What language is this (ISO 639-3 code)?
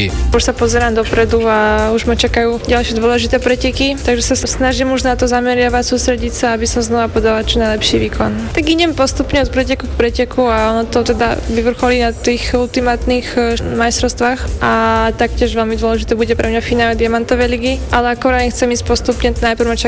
slk